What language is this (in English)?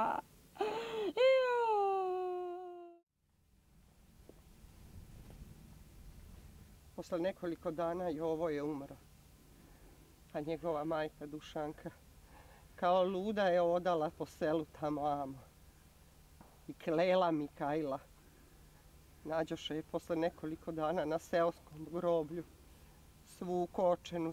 Serbian